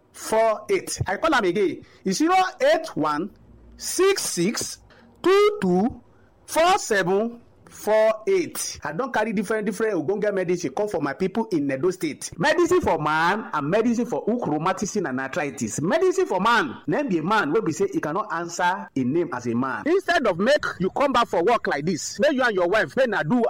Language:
Nigerian Pidgin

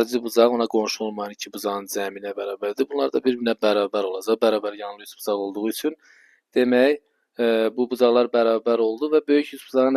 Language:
Azerbaijani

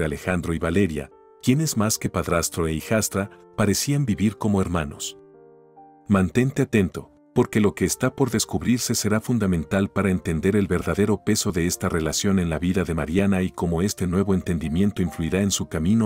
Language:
Spanish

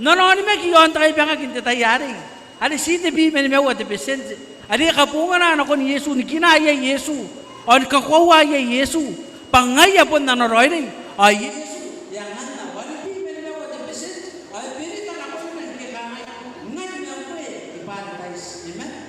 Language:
Gilbertese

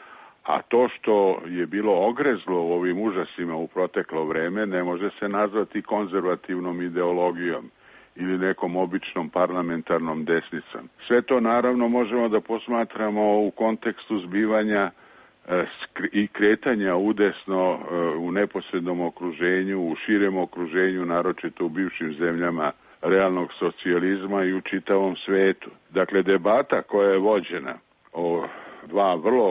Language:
Serbian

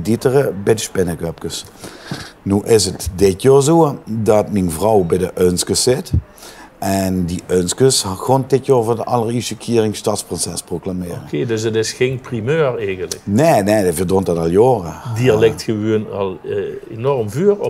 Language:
Limburgish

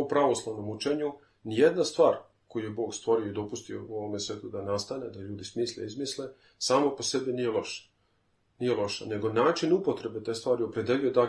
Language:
Serbian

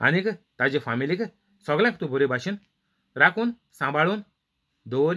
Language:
Konkani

